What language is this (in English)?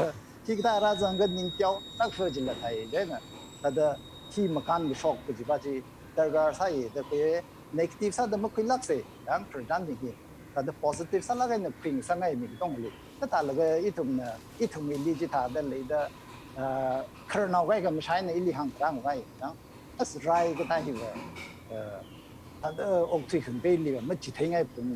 Tangkhul Naga (India)